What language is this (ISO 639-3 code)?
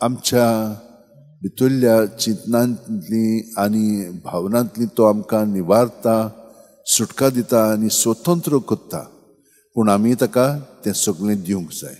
kok